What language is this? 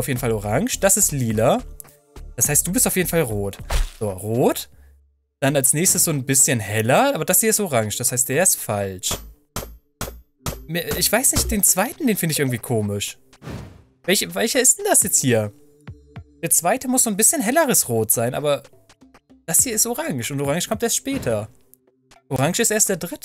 German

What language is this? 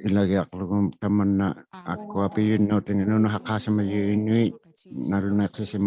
Inuktitut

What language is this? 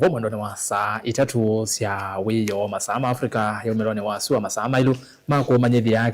Kamba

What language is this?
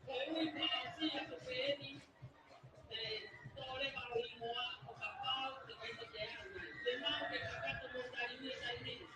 Tongan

